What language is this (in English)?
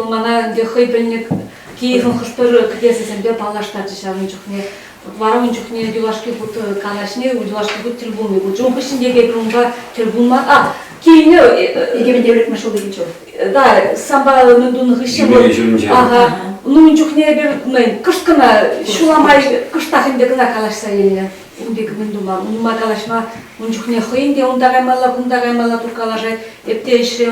Chuvash